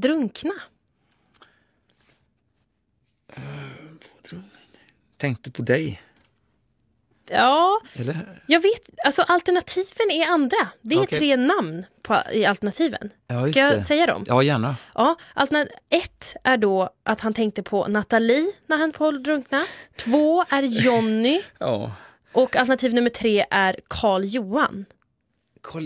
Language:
Swedish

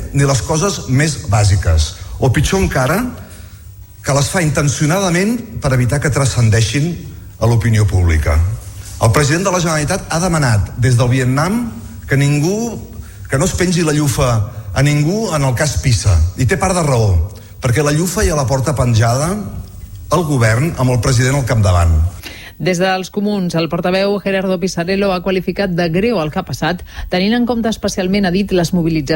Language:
Catalan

